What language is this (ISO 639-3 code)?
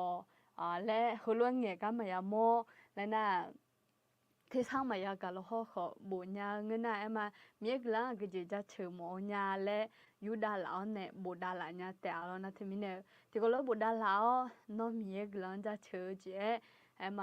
ahk